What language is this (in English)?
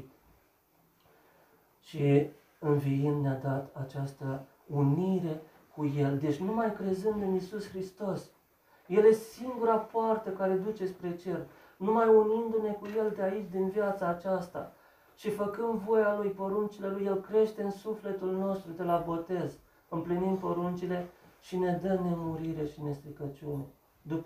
Romanian